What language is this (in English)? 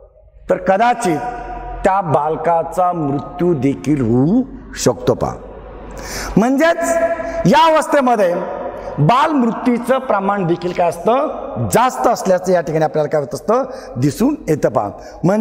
Marathi